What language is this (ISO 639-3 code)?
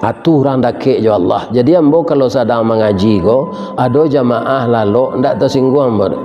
min